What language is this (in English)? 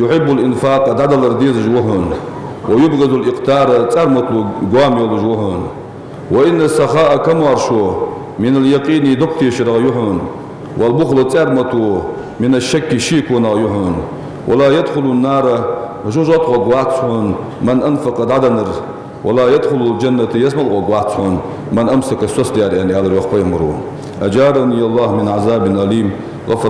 Ingush